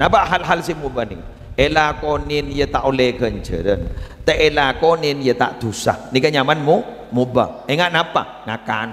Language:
Madurese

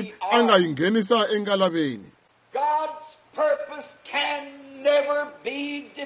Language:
Tsonga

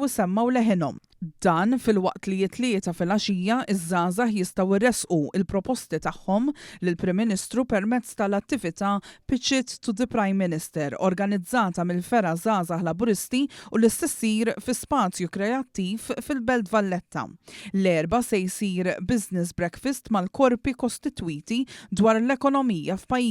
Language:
Maltese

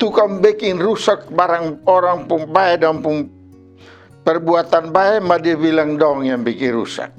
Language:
Kupang Malay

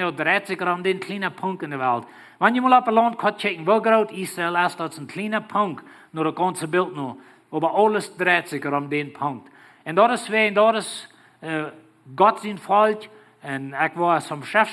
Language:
Plautdietsch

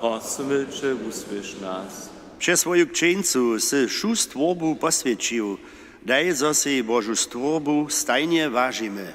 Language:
Upper Sorbian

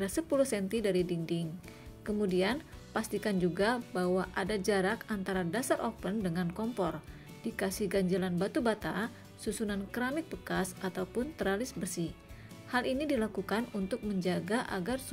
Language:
Indonesian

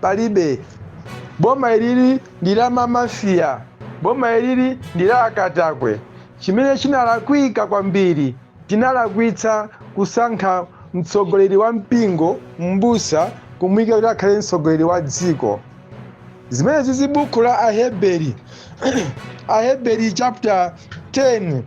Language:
Nyanja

